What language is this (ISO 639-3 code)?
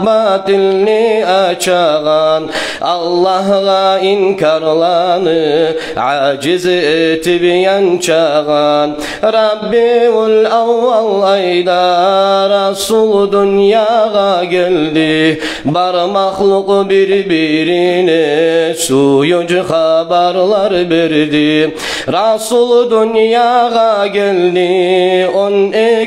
kum